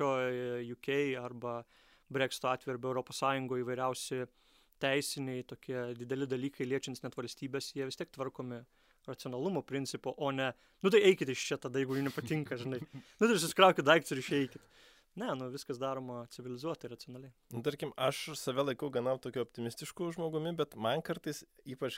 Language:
Lithuanian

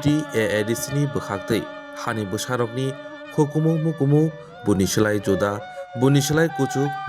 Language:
Kok Borok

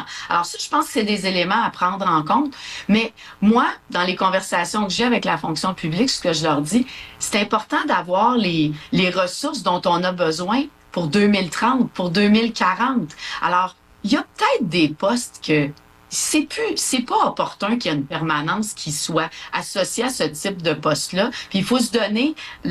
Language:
French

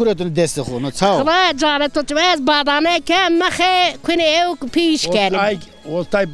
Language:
Zaza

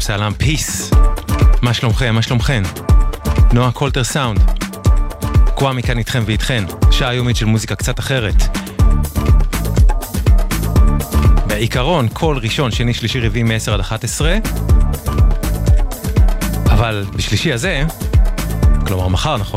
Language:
Hebrew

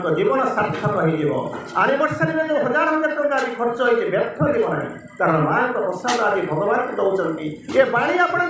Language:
Odia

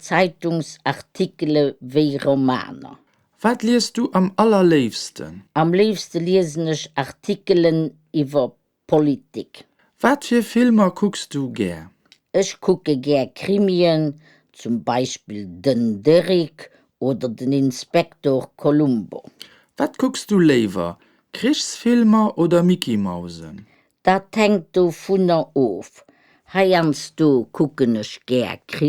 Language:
Luxembourgish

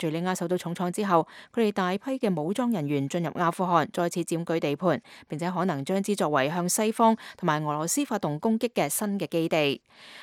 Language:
Cantonese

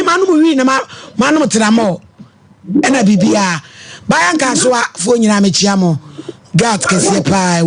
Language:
Akan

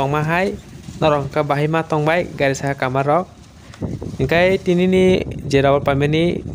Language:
Kok Borok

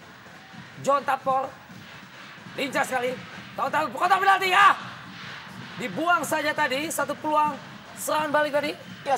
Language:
Indonesian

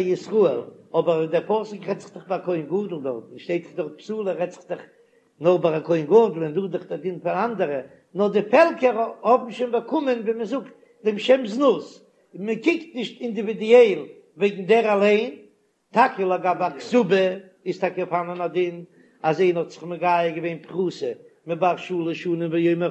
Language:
Yiddish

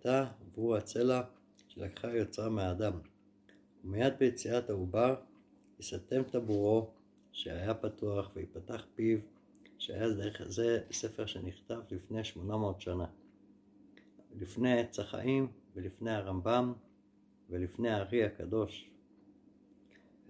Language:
Hebrew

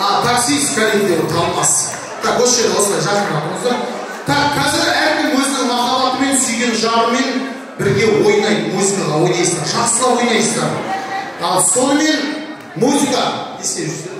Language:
Kara-Kalpak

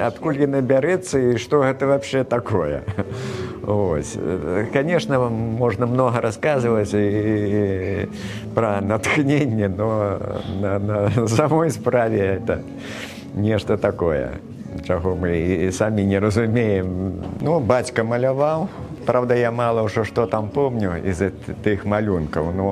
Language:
Belarusian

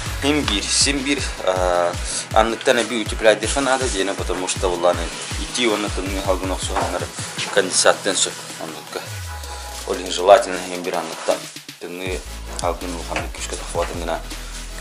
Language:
Yakut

